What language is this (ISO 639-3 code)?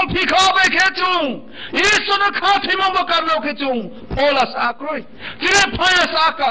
ria